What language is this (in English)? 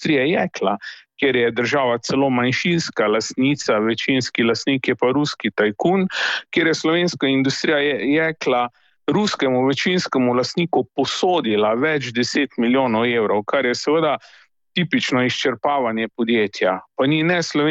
Slovenian